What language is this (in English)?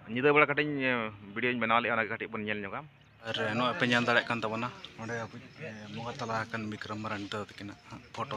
Santali